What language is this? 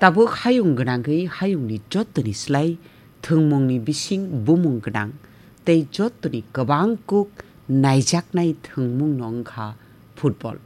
Kok Borok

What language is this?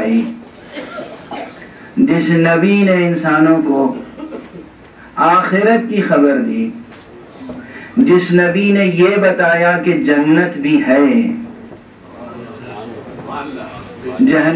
Urdu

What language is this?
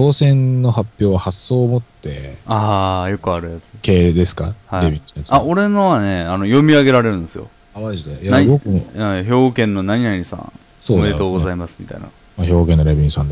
Japanese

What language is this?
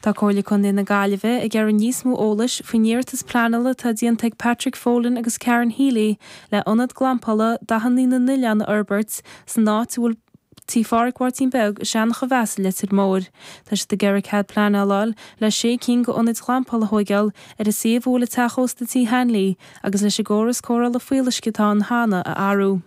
Irish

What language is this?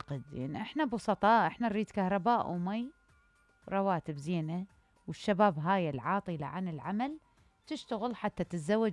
Mesopotamian Arabic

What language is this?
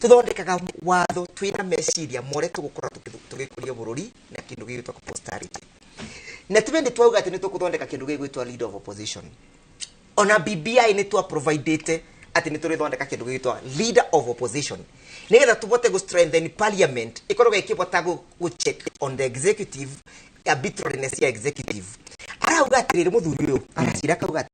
Kikuyu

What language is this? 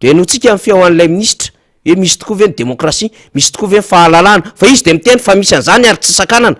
Malagasy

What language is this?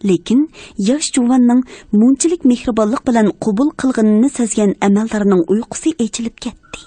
Uyghur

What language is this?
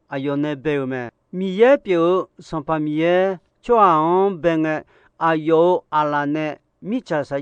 Akha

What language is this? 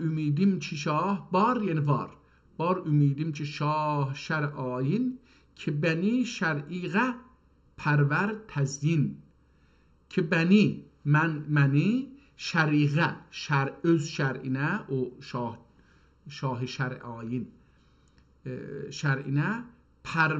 South Azerbaijani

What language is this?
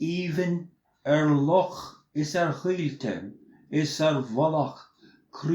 Irish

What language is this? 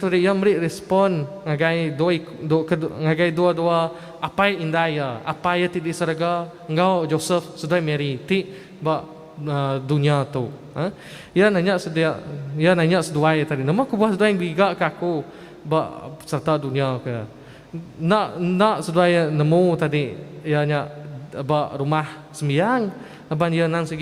Iban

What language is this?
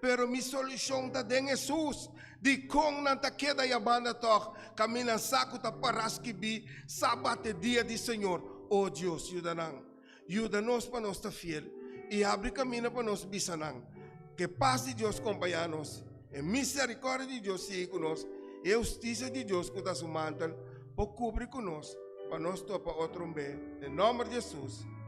Papiamento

